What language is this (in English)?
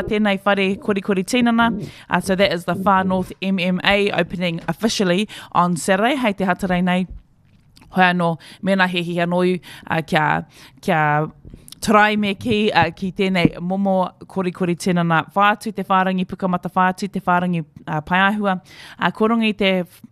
Māori